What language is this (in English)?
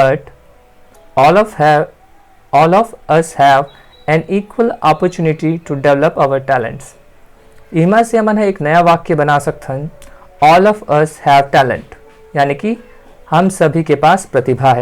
Chhattisgarhi